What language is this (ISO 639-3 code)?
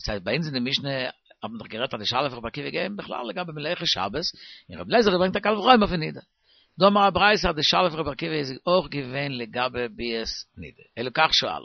yid